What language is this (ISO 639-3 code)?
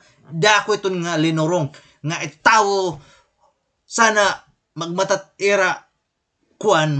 war